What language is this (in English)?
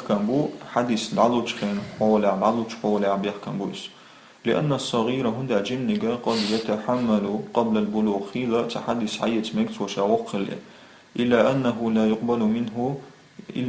Chechen